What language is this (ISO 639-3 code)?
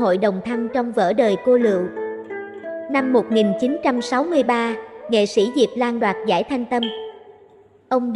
vie